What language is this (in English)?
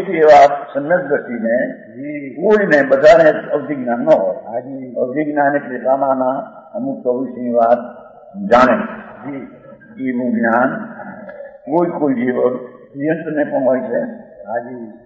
Gujarati